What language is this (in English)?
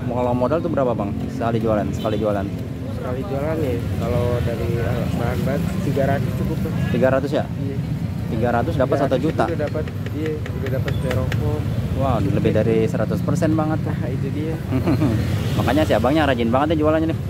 Indonesian